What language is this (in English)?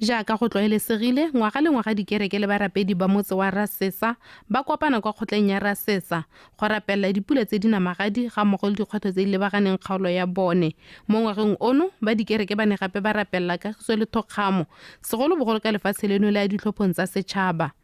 Tswana